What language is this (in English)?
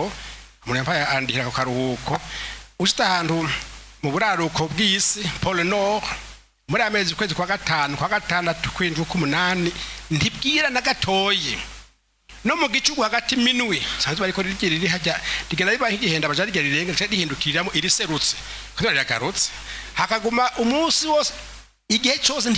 Rundi